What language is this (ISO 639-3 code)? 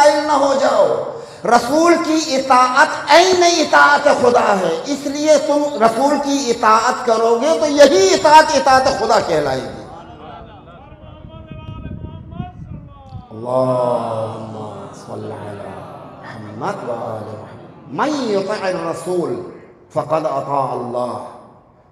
urd